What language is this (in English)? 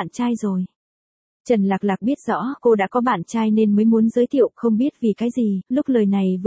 Vietnamese